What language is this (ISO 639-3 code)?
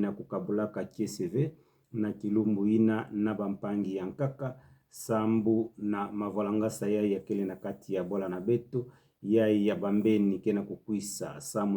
ktu